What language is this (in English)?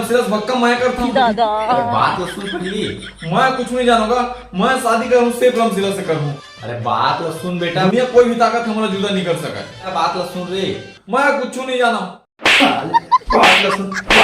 Chhattisgarhi